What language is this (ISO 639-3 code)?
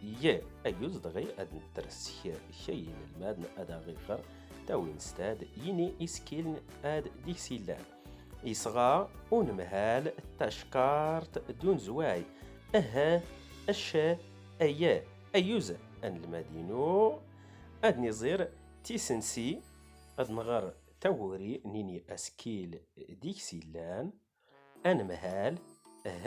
zgh